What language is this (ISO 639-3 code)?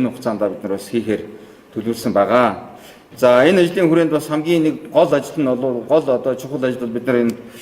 mon